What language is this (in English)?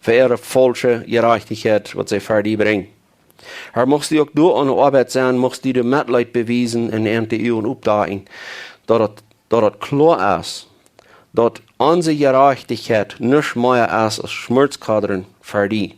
Plautdietsch